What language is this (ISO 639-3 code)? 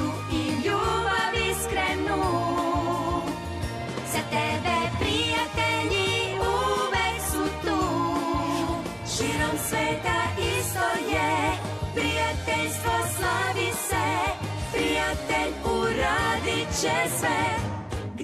srp